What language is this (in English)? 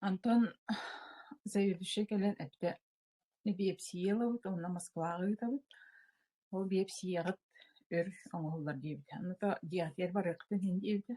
Yakut